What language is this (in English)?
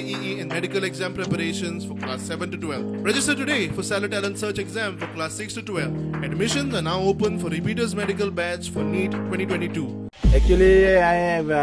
Konkani